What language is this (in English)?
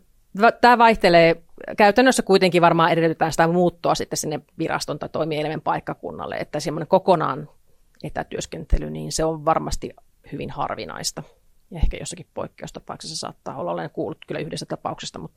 Finnish